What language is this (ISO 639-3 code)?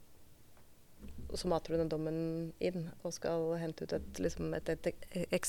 nor